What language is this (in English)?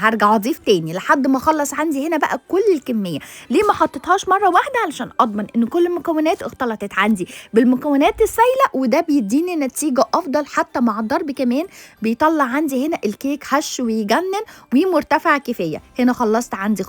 Egyptian Arabic